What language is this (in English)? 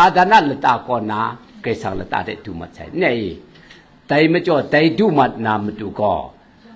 Kachin